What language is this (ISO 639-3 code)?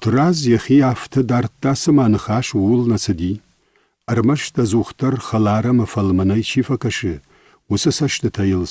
oss